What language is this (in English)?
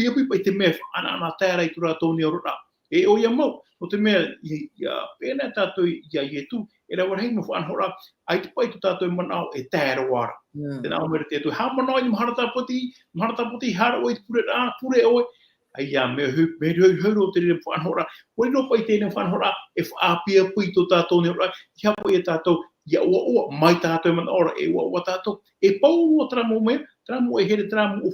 Tahitian